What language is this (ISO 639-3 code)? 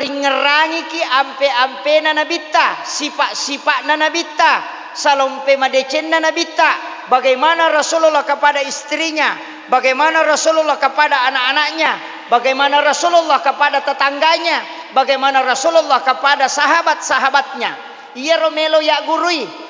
bug